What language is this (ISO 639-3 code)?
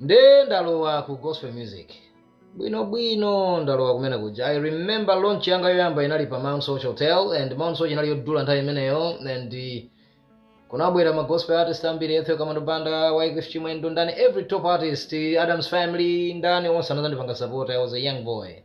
nya